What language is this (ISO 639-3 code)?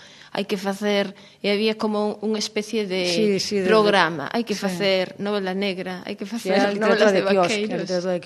glg